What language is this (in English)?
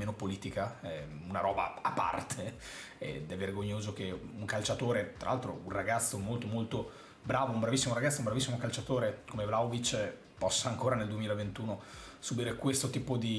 Italian